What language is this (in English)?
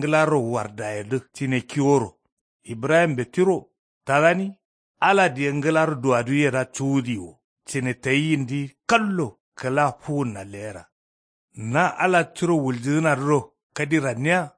Kanuri